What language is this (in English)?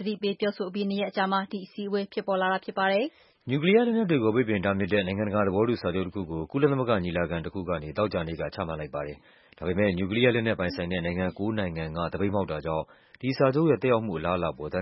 Burmese